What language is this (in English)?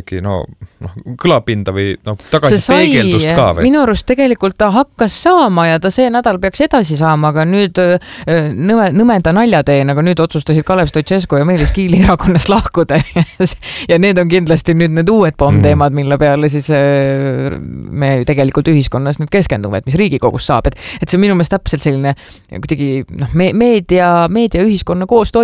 Estonian